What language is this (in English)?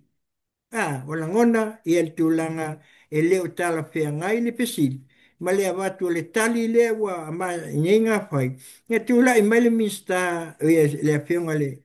Samoan